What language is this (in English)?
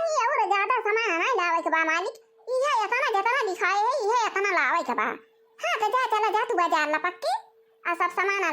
Awadhi